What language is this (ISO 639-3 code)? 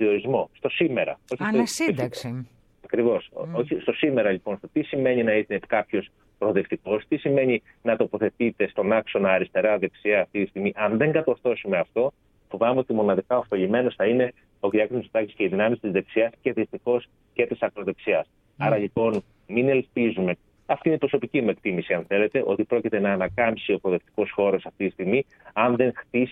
ell